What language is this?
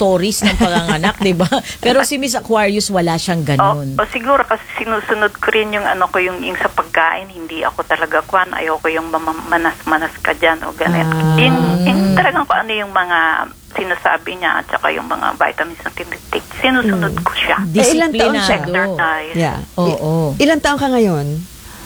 Filipino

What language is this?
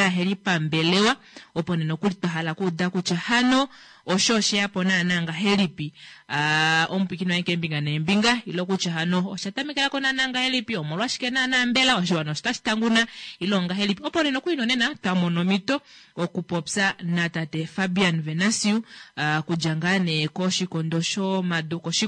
Kuanyama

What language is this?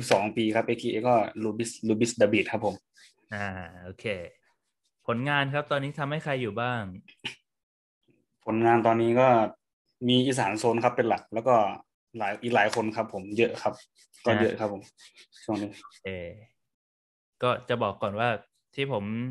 Thai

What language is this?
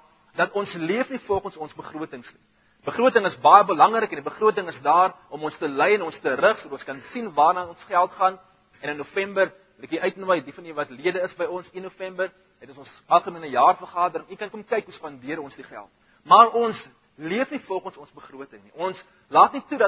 Afrikaans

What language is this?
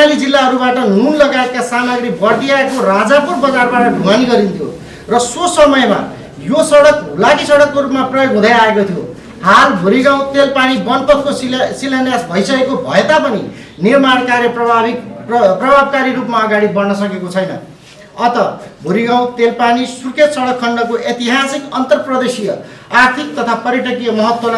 Nepali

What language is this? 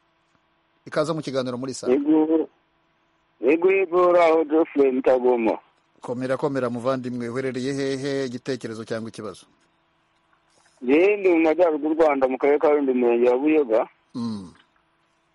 Kinyarwanda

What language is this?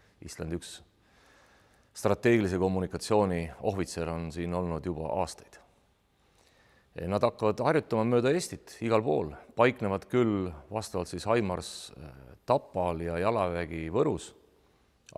Estonian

